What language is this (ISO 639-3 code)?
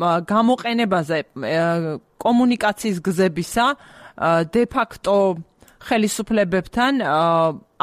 kat